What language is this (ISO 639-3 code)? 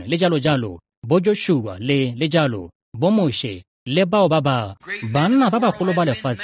tsn